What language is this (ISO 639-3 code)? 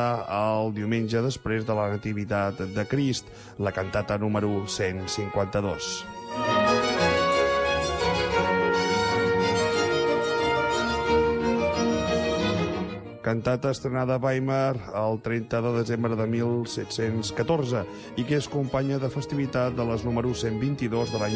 cat